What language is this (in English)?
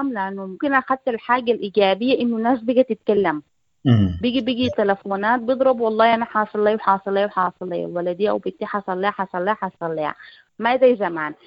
Sudanese Arabic